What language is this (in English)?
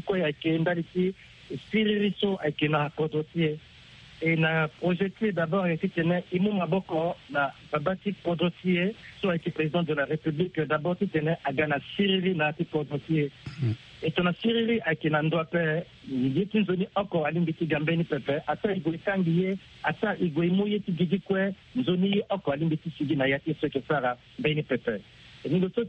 Sango